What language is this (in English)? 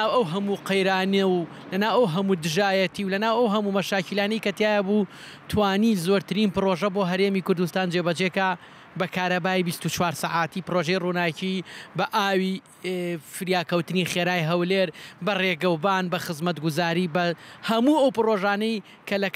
Central Kurdish